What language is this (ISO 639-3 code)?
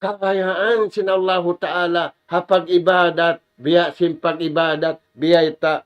tsg